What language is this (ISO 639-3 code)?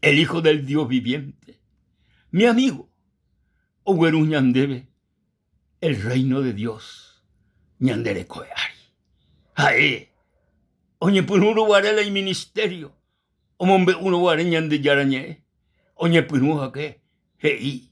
grn